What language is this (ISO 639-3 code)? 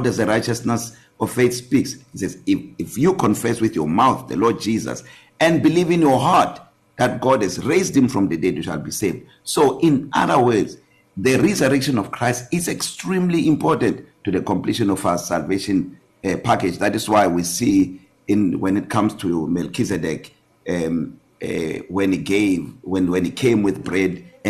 eng